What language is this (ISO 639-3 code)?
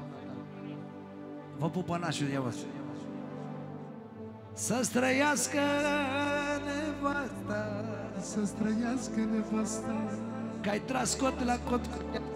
ron